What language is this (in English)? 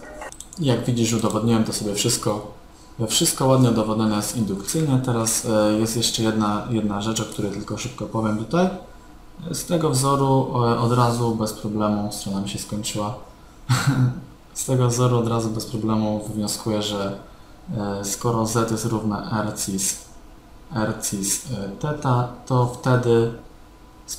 Polish